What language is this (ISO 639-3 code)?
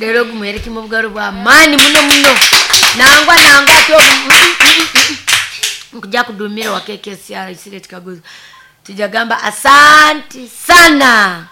nyo